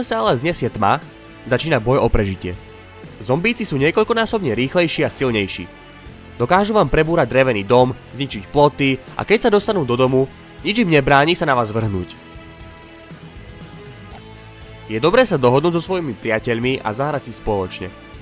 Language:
Slovak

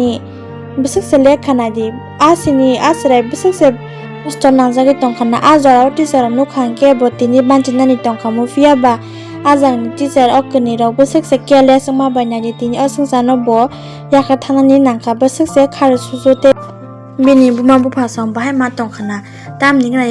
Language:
Kok Borok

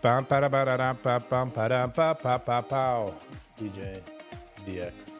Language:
Yiddish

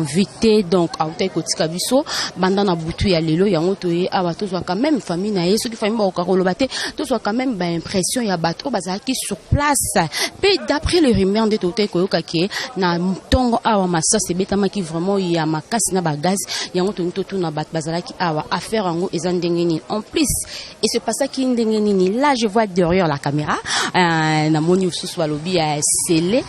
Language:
Lingala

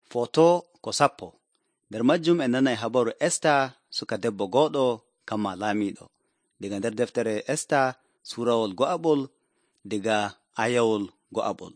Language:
Nigerian Fulfulde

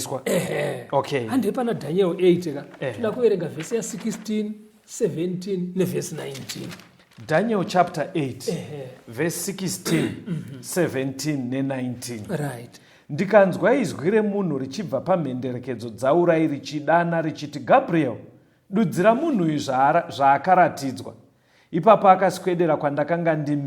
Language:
Shona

